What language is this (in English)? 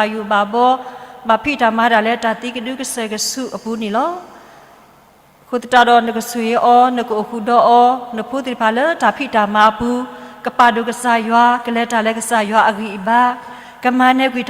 S'gaw Karen